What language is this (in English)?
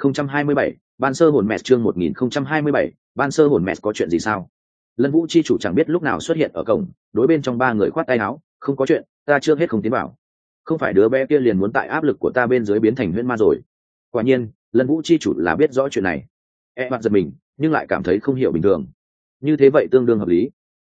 Vietnamese